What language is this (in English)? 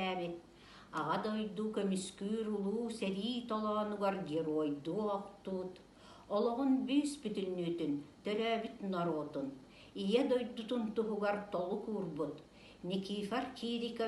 Yakut